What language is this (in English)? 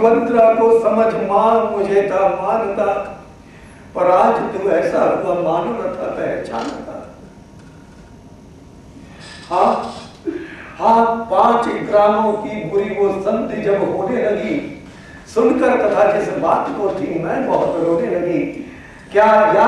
Hindi